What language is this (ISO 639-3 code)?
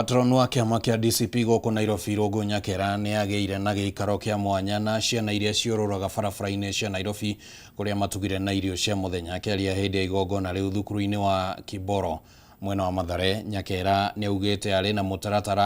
kik